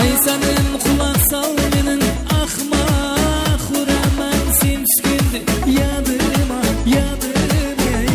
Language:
Kara-Kalpak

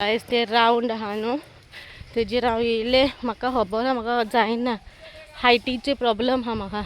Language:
Konkani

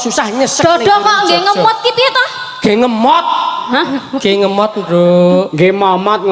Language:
Javanese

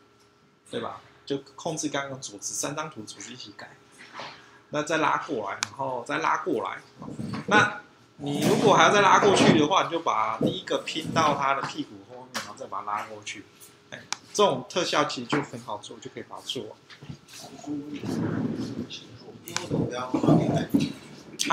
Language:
Chinese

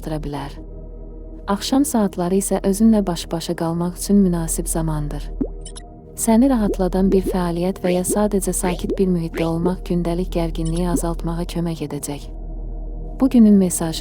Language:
Azerbaijani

